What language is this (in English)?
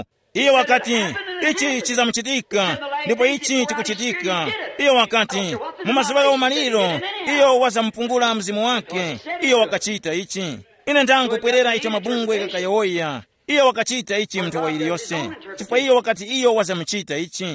Tumbuka